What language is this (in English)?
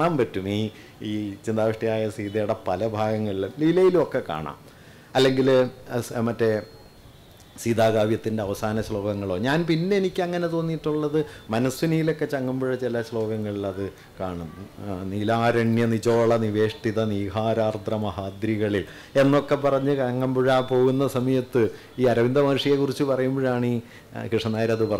Malayalam